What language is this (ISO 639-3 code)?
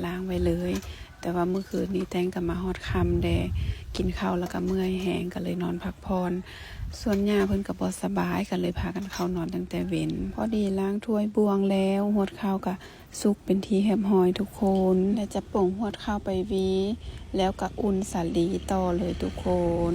lao